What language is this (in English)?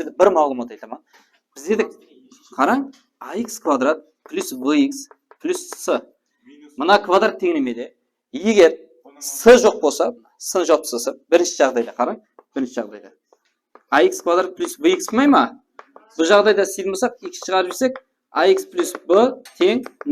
Kara-Kalpak